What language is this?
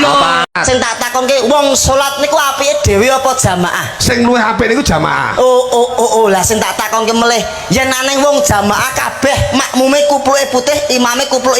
Javanese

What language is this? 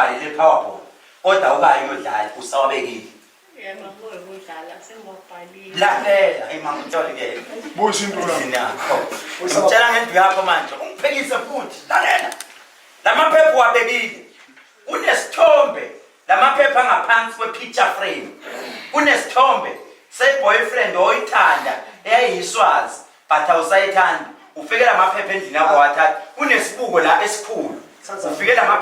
Zulu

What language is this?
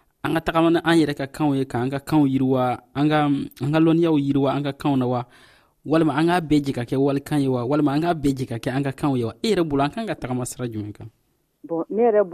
Dyula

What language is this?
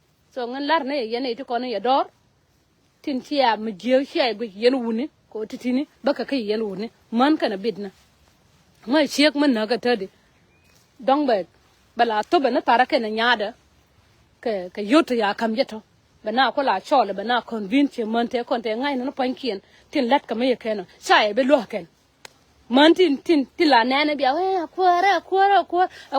Nuer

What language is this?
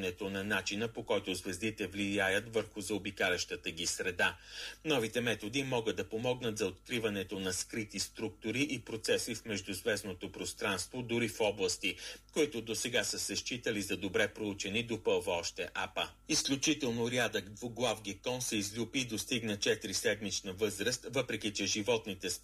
Bulgarian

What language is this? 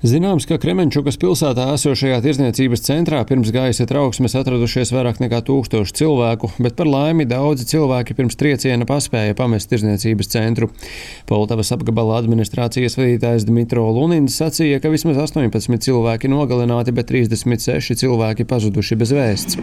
Latvian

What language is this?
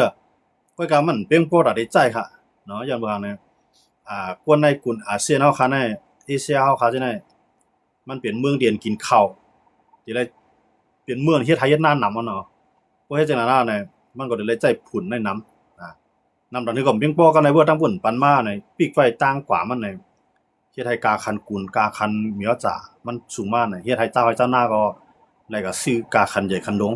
Shan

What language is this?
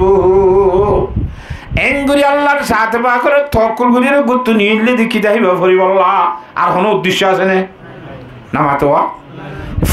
Rohingya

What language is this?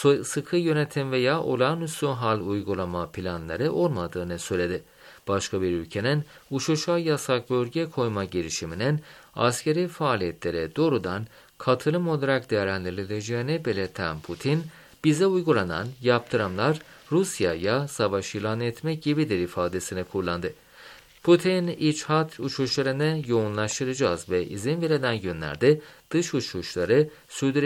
Turkish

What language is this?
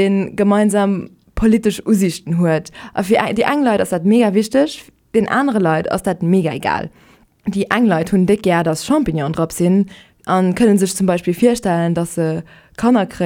Luxembourgish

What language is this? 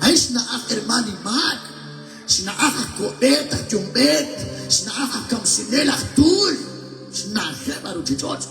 Kekchí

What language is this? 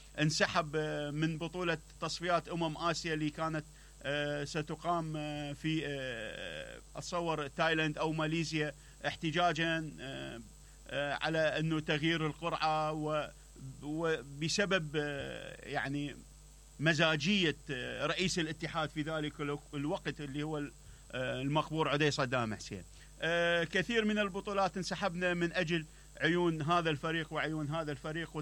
Mesopotamian Arabic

